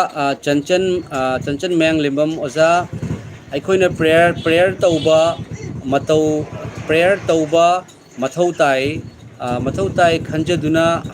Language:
Manipuri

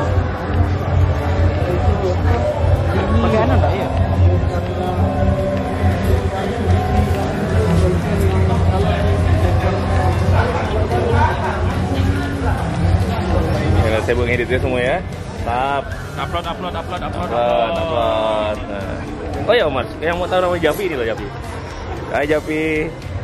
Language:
Indonesian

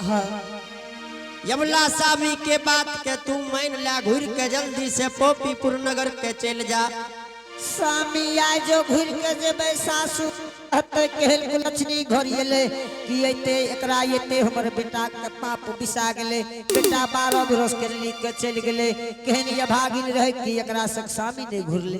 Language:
Angika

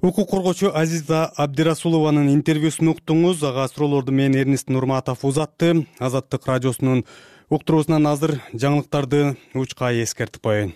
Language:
Kyrgyz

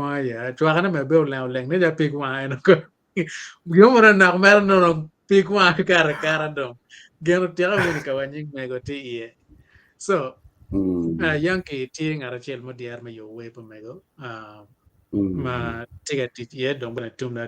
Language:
Acoli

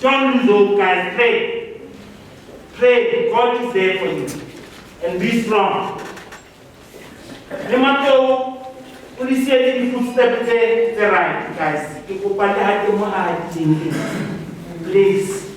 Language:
Southern Sotho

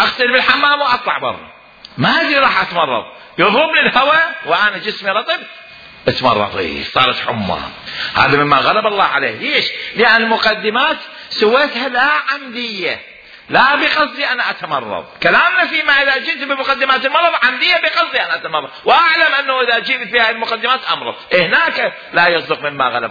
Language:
Mesopotamian Arabic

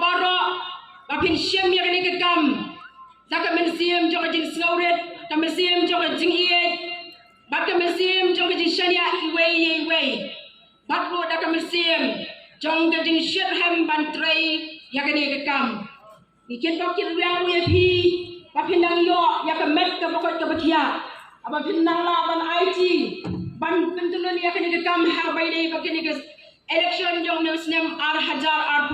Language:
Khasi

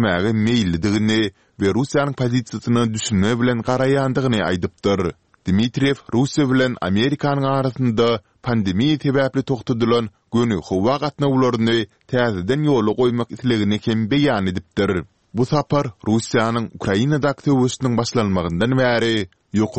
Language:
Turkmen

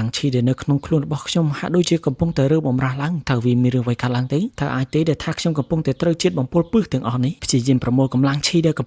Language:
Khmer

